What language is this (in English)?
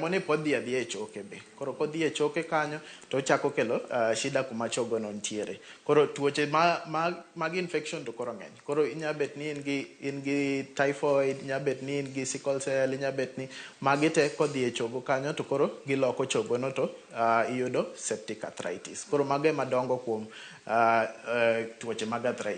Luo (Kenya and Tanzania)